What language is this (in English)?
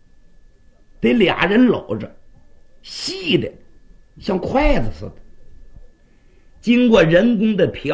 Chinese